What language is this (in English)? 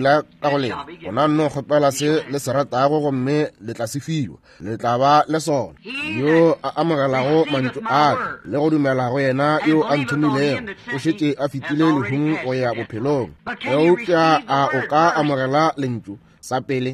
Northern Sotho